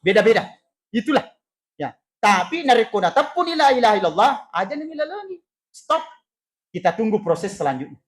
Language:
Buginese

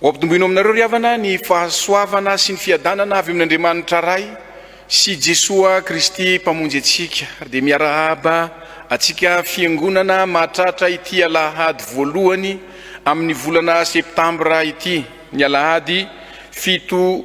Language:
Malagasy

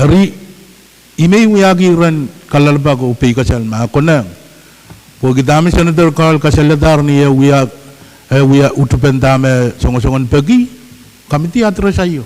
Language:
Pohnpeian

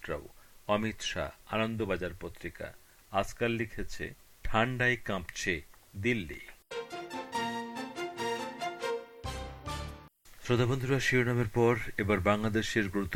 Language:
Bangla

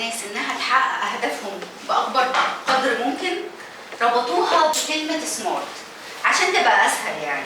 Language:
Egyptian Arabic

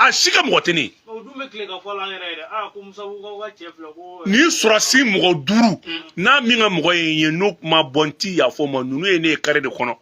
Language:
Bambara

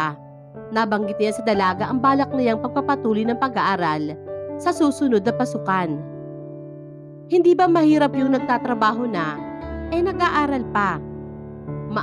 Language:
Filipino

